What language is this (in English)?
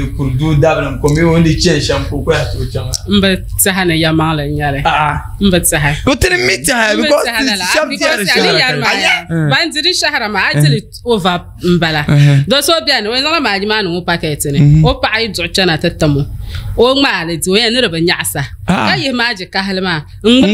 Dagbani